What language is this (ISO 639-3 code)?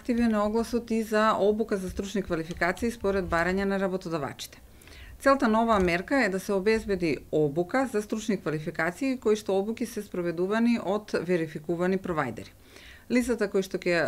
mkd